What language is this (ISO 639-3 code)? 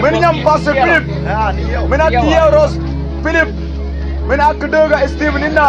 mfz